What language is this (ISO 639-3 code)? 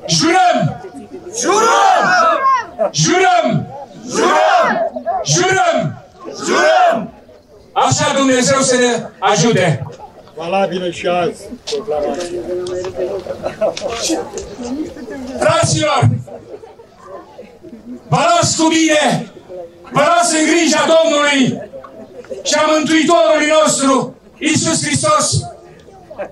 ron